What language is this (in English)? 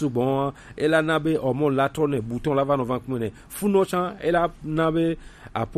Gen